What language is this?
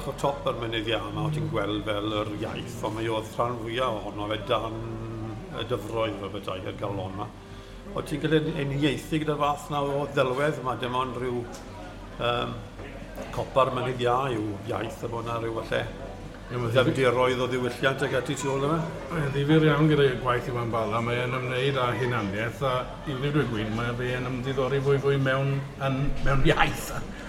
Welsh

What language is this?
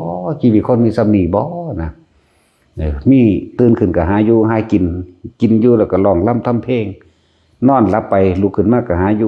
Lao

